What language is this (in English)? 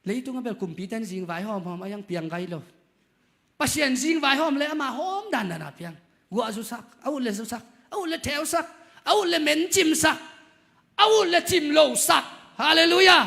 Tedim Chin